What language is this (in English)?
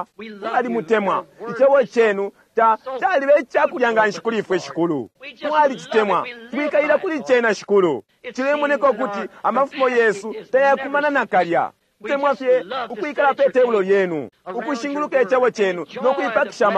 Bemba